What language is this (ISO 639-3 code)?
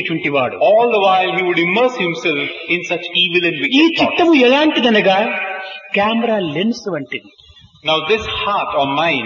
tel